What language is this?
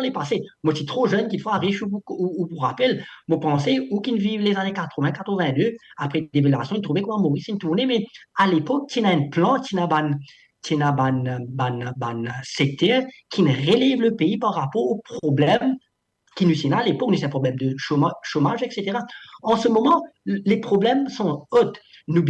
Morisyen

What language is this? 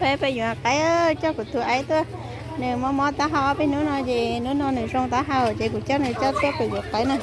Hmong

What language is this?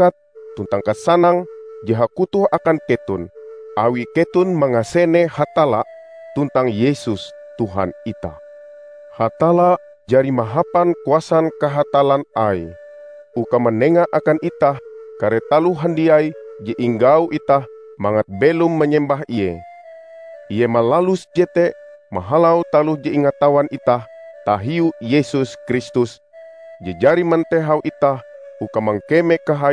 Ngaju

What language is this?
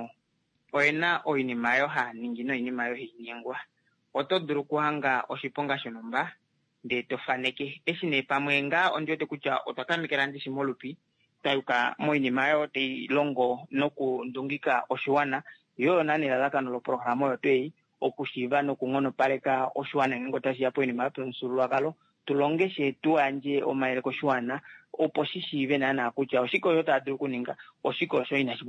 Kuanyama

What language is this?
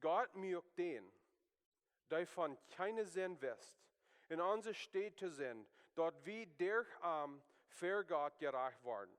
Plautdietsch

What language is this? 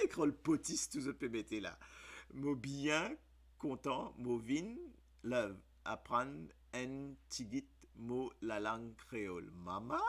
Morisyen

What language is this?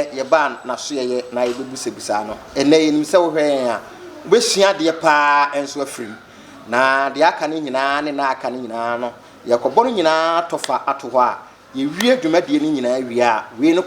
Akan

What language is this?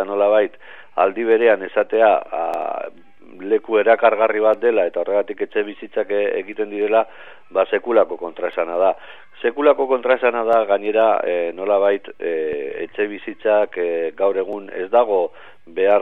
Basque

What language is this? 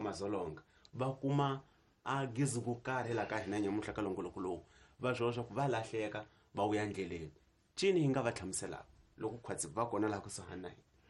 Tsonga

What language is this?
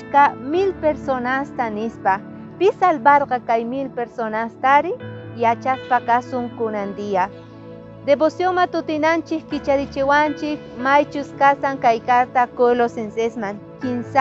South Bolivian Quechua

